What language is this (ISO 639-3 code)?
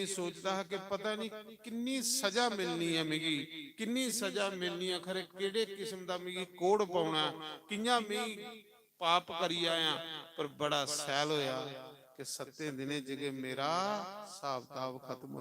doi